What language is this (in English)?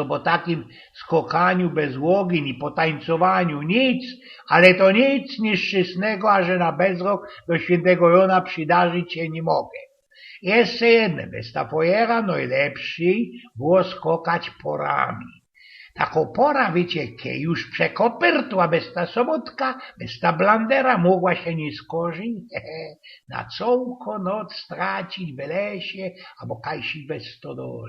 Silesian